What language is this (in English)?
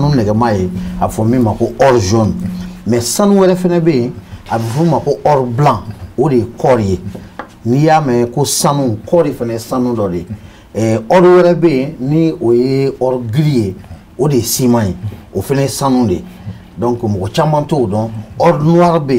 Bambara